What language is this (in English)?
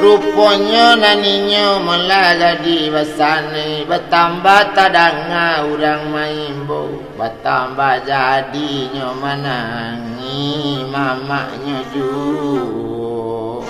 Minangkabau